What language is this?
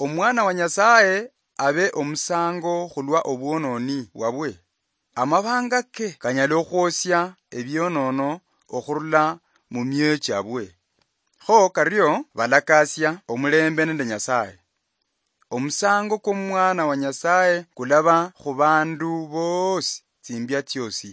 Luyia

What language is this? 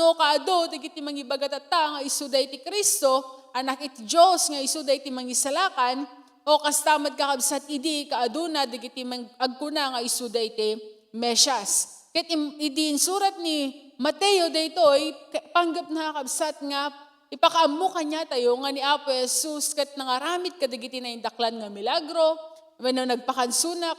Iloko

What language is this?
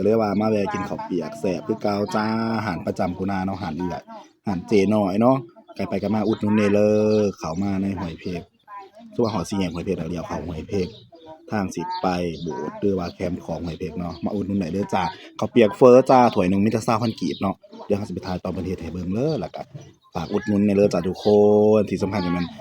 Northeastern Thai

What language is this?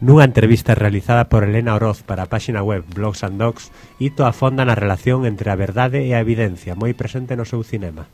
Galician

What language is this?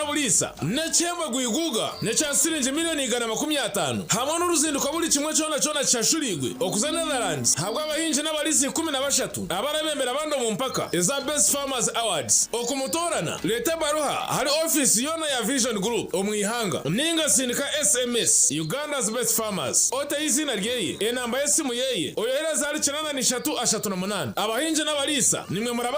Nyankole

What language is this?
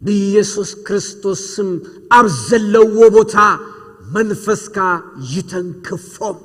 Tigrinya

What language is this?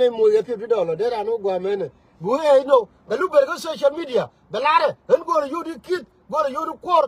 Nuer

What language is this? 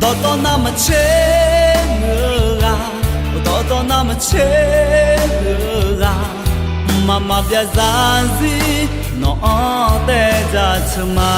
Akha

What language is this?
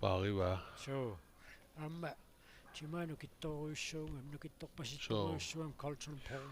Kalaallisut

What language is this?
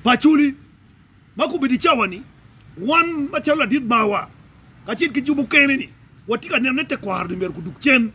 Acoli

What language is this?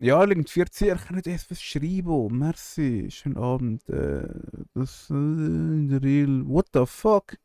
Swiss German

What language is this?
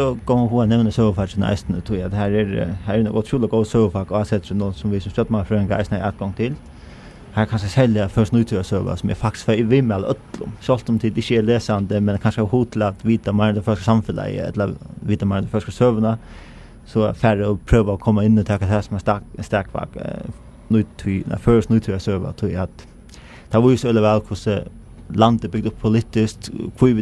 Faroese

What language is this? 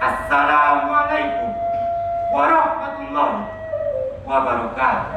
Minangkabau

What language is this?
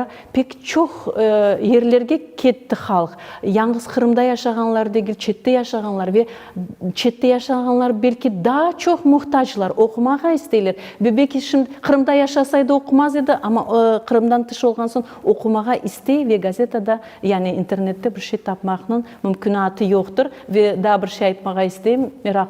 Crimean Tatar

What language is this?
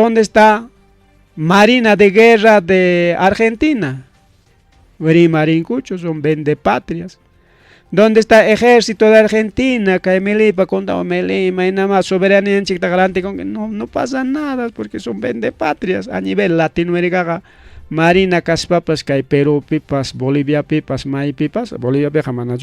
Ayacucho Quechua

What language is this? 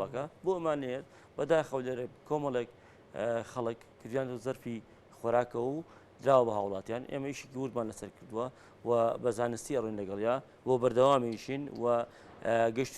Central Kurdish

